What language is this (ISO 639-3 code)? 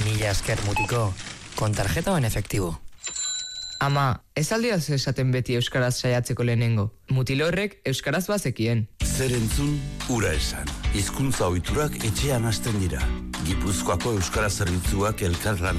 eus